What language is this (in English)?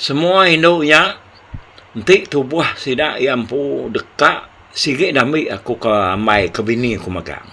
Iban